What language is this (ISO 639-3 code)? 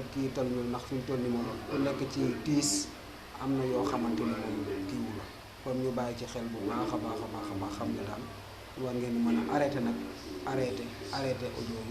wol